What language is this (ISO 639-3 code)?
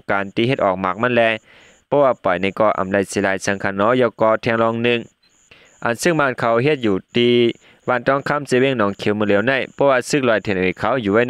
shn